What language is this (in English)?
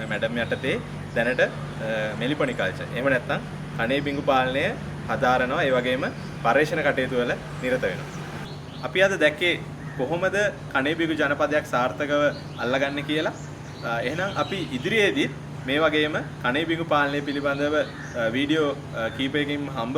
Sinhala